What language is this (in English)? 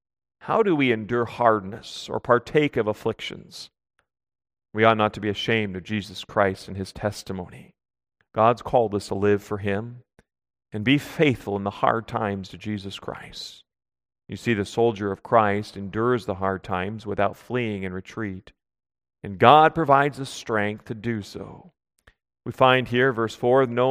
English